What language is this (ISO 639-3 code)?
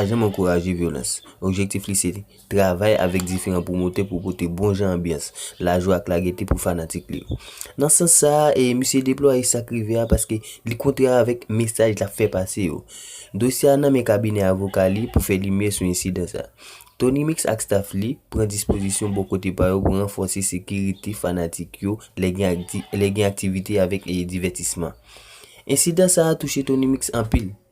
hat